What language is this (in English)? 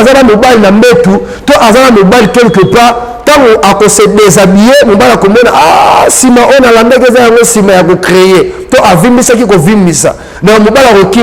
Lingala